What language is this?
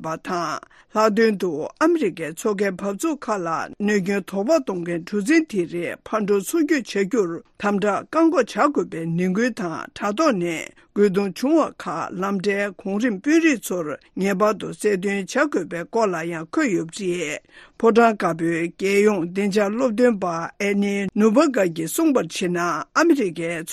Tibetan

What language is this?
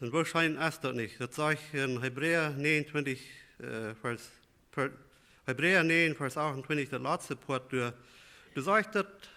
Plautdietsch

